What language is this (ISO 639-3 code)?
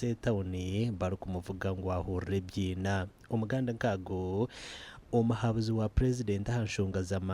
nyn